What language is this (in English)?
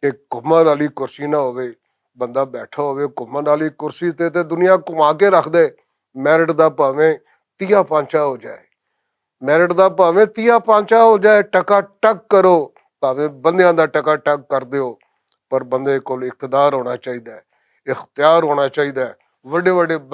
Western Panjabi